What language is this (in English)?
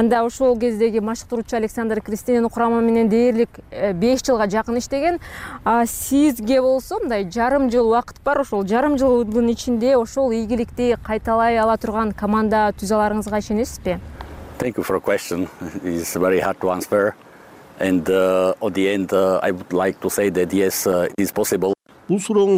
Kyrgyz